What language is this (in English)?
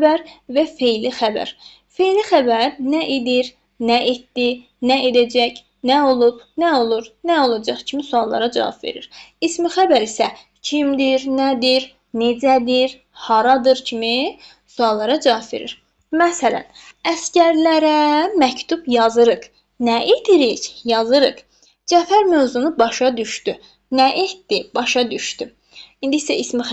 Azerbaijani